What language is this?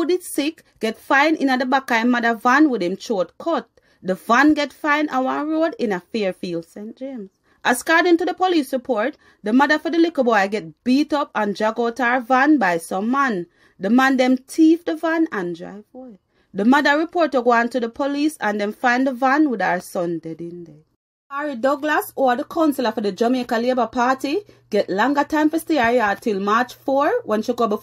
Jamaican Creole English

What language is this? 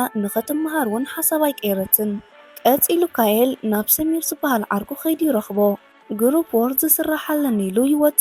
Tigrinya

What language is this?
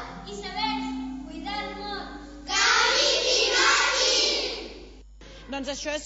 Catalan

